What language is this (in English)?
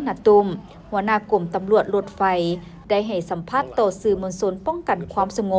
Lao